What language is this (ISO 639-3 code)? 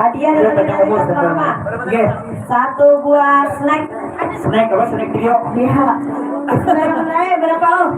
bjn